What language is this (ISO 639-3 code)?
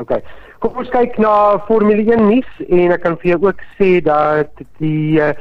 afr